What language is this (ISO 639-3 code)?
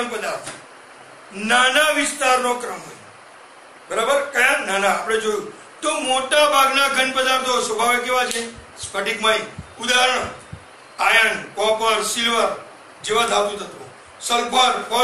guj